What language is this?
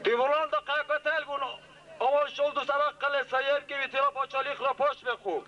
Dargwa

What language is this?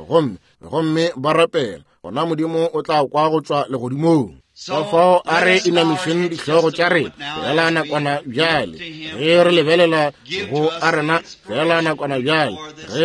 Northern Sotho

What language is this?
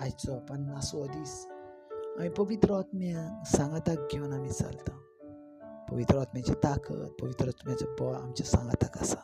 Konkani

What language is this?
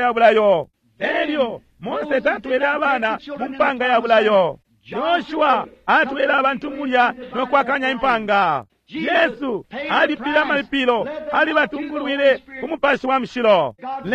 Bemba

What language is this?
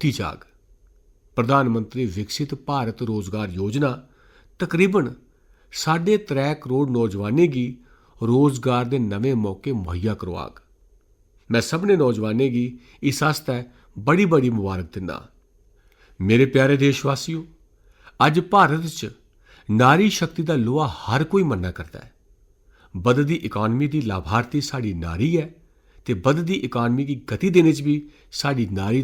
Dogri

